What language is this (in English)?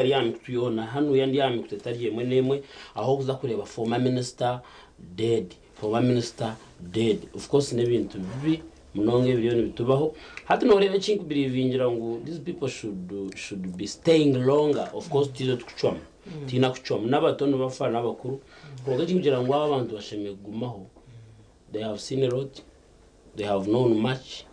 Nyankole